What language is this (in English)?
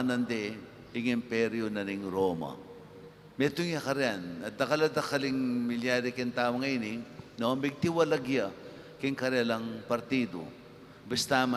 Pampanga